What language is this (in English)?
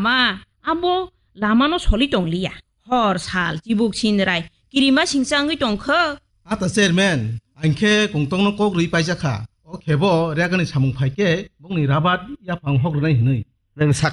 Kok Borok